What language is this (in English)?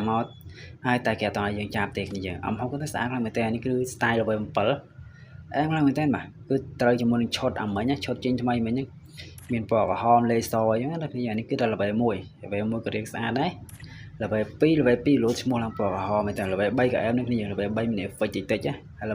Khmer